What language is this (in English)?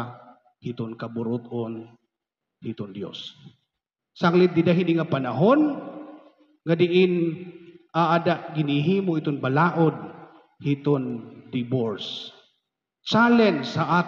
Waray